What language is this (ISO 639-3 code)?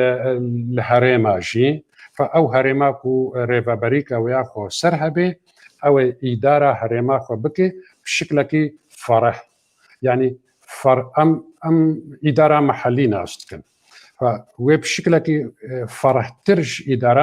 kur